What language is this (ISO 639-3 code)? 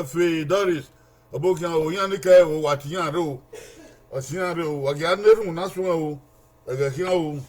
bin